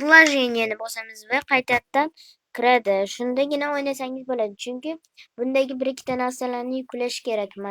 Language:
Uzbek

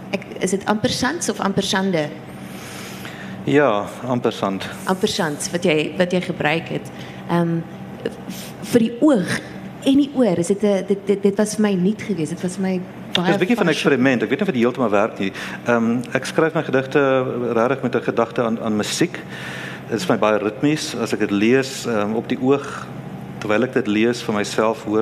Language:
Afrikaans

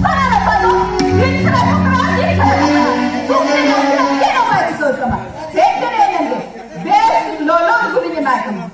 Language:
Santali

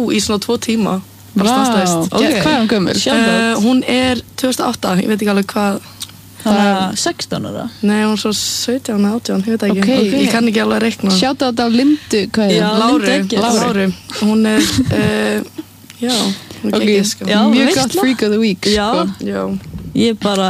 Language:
Icelandic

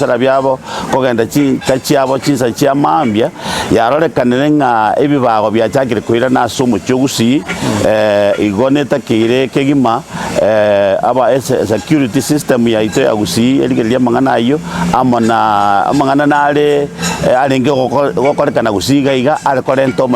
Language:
Gusii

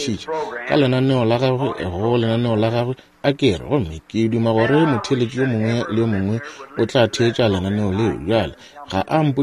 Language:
Northern Sotho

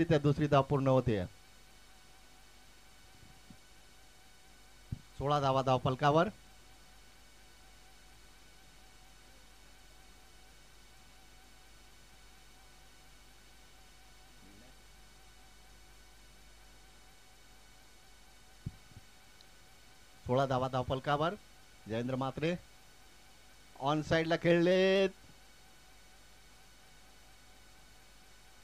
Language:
Marathi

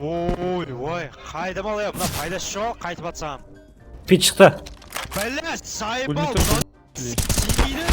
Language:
Kara-Kalpak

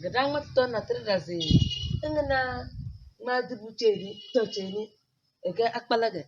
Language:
Tem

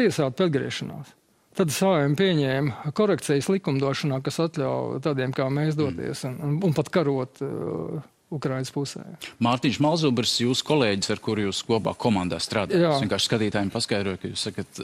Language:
Latvian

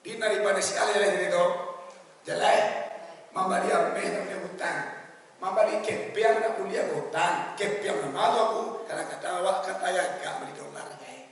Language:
Minangkabau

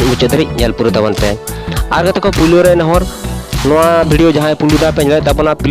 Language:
Santali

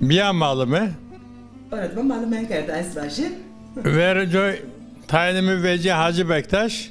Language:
Zaza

